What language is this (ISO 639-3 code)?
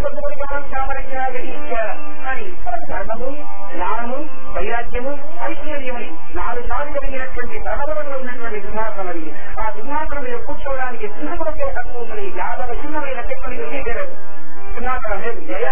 tel